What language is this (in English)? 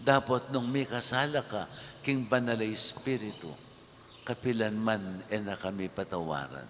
Pampanga